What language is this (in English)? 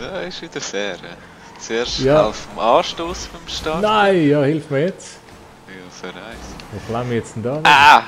Swiss German